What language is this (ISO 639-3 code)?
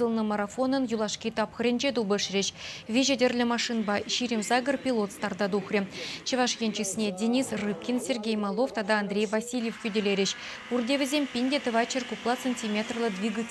chv